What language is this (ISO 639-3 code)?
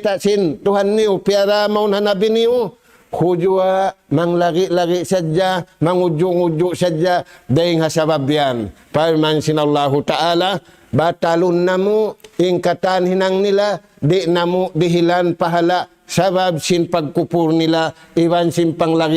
tsg